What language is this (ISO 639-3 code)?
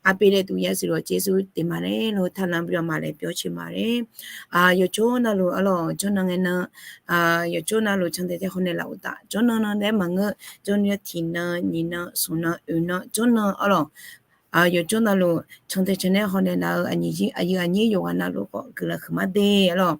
ahk